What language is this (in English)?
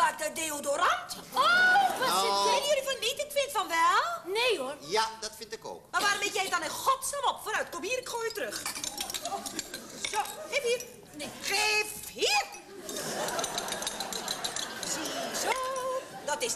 Dutch